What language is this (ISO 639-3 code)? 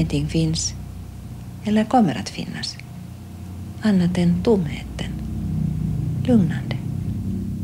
swe